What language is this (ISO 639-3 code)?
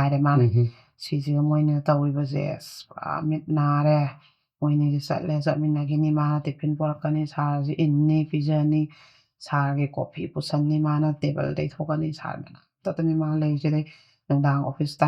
mni